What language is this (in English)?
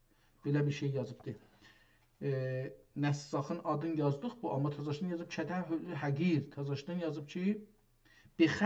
South Azerbaijani